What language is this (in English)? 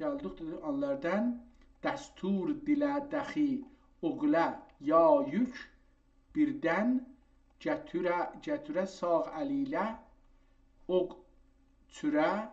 South Azerbaijani